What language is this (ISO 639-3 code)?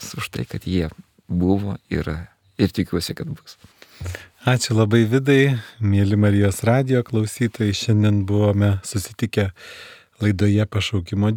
lit